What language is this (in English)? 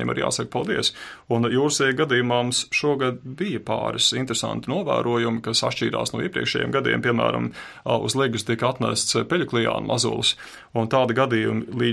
Latvian